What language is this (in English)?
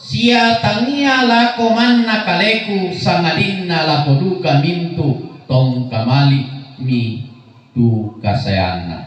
Toraja-Sa'dan